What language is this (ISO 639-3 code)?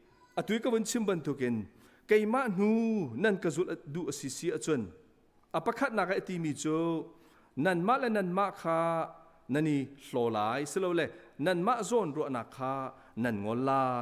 cnh